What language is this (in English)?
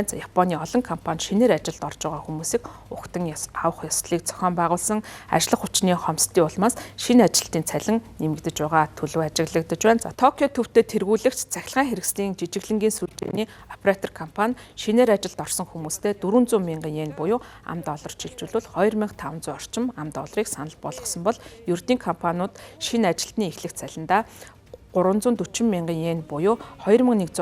Mongolian